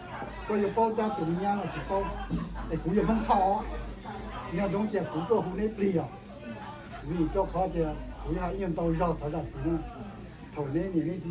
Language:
Hmong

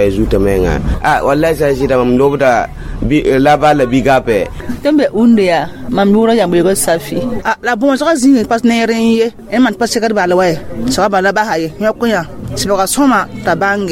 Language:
Mossi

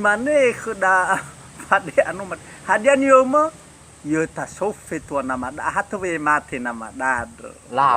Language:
Nias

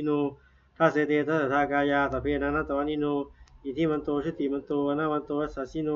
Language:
Pali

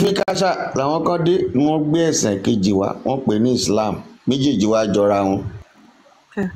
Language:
Yoruba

